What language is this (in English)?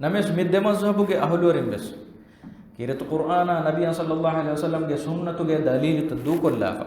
Divehi